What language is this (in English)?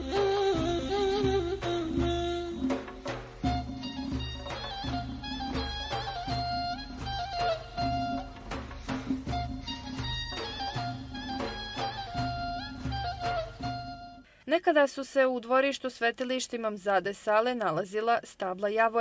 Bosnian